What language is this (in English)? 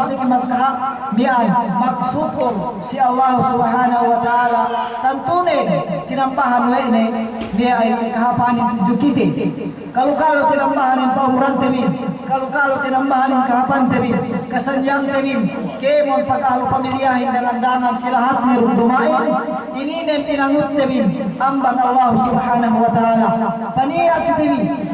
Yakan